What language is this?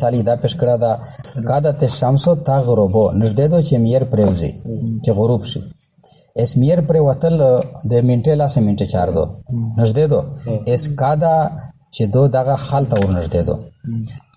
Pashto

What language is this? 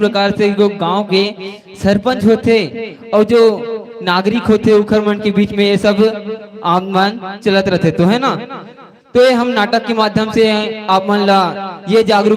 Chhattisgarhi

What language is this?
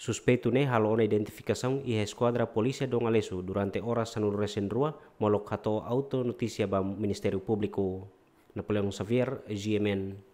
Tetum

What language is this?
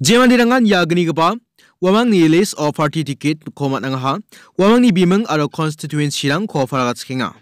Garo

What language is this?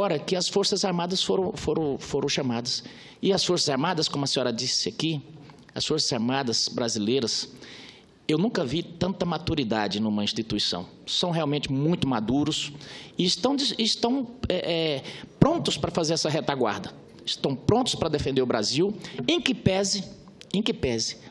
Portuguese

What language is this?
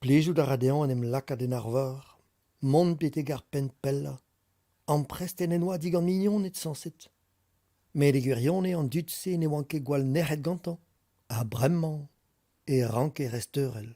Breton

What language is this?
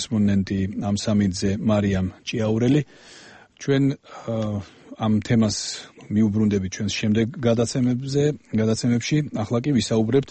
Georgian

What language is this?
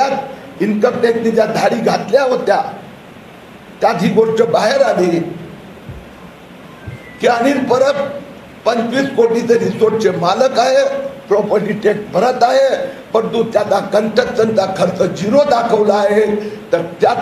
Marathi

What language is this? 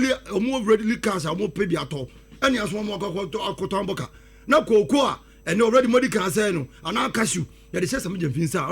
Akan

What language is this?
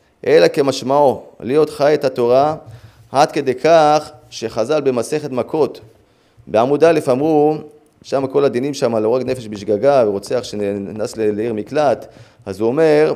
Hebrew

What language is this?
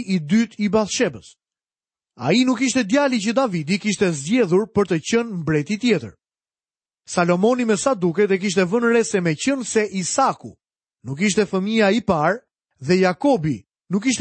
Albanian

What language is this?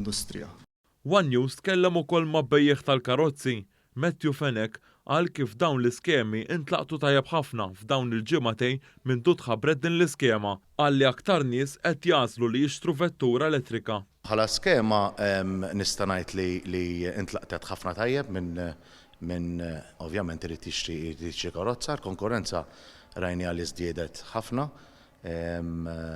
Maltese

